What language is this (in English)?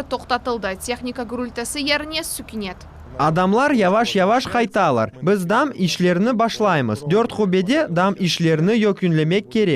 Crimean Tatar